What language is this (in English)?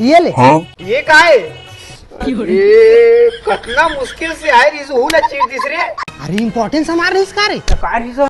Chhattisgarhi